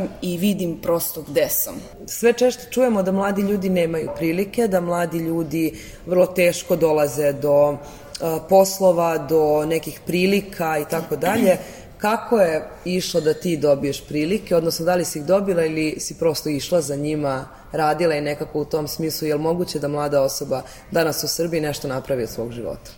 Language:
Serbian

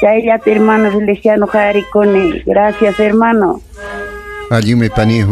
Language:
Ayacucho Quechua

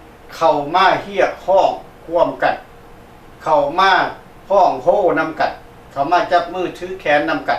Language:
Lao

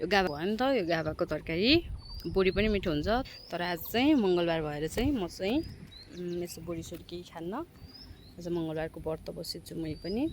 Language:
Nepali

